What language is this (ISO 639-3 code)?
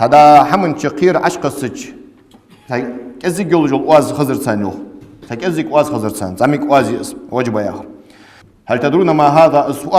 inh